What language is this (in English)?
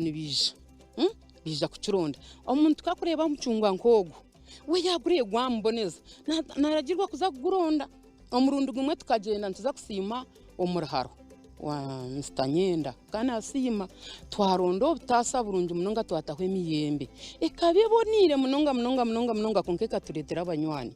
Nyankole